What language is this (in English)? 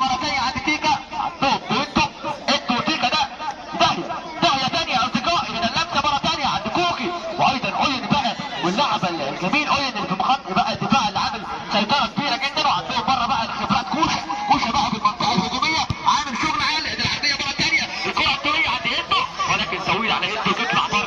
Egyptian Arabic